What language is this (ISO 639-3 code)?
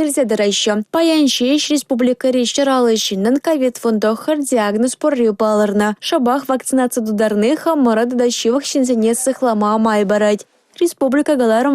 chv